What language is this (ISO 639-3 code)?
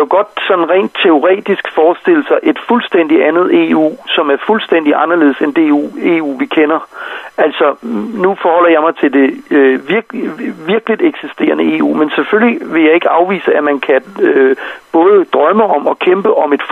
dan